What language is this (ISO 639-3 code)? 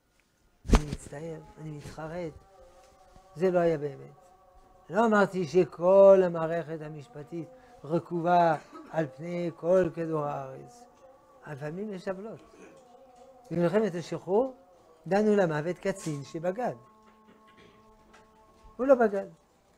heb